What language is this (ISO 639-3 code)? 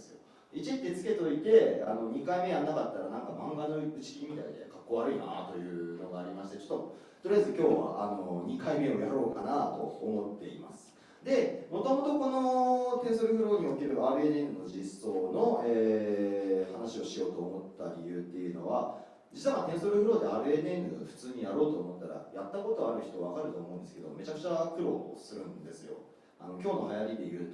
jpn